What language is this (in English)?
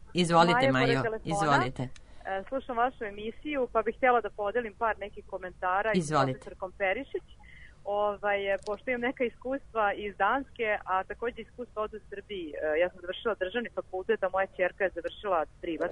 Serbian